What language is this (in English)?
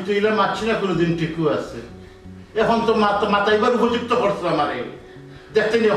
Sylheti